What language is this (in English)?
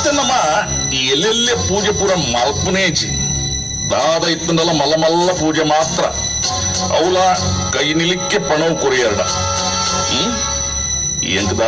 Tulu